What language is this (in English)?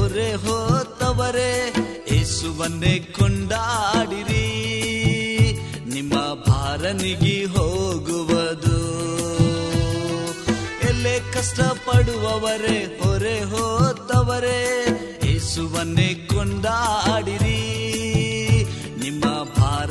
Kannada